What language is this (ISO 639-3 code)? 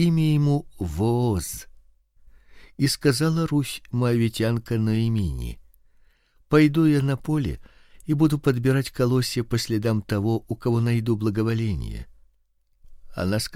rus